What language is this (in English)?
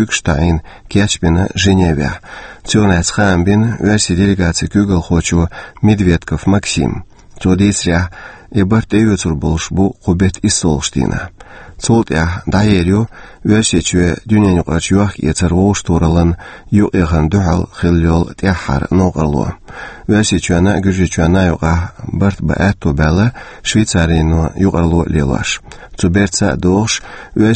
Chechen